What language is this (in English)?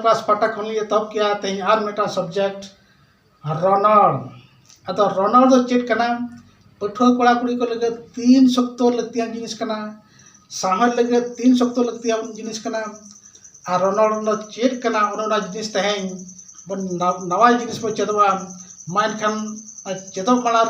Santali